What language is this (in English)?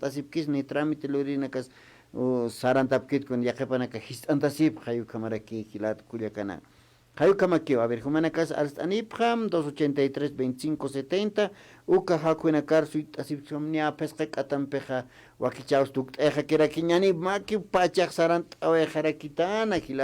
Aymara